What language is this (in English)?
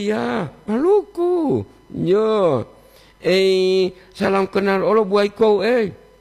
Gorontalo